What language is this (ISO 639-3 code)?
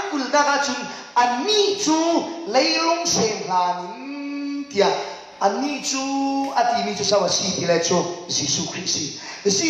cfm